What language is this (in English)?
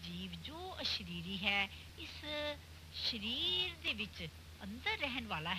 Punjabi